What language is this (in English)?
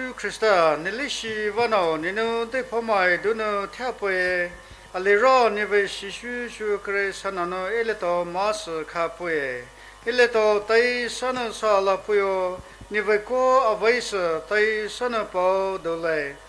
Poumei Naga